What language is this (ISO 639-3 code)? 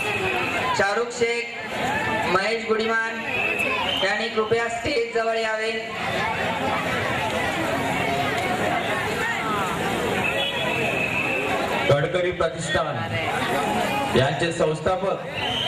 mar